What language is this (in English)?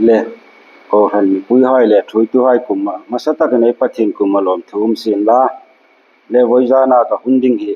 Hmar